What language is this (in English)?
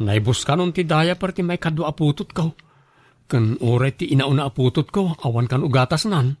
Iloko